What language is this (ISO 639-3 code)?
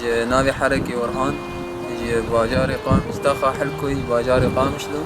kur